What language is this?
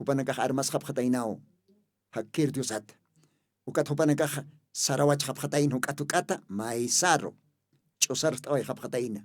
Aymara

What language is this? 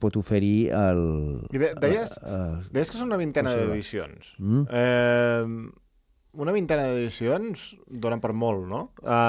Catalan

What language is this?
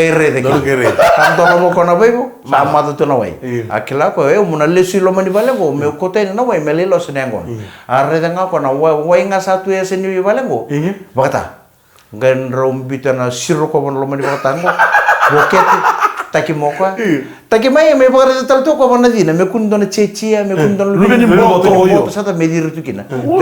Fijian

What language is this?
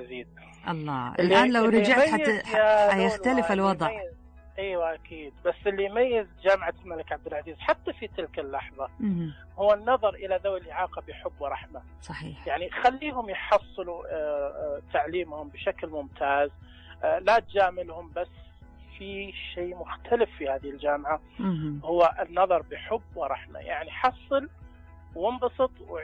Najdi Arabic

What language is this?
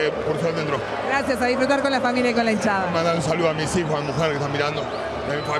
Spanish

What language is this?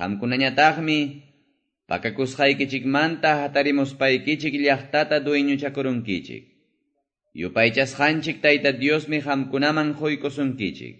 Quechua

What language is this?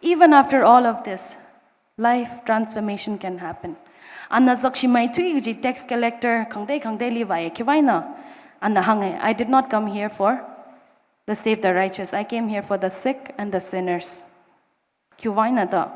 Tangkhul Naga (India)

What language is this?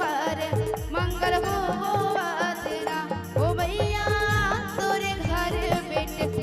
Chhattisgarhi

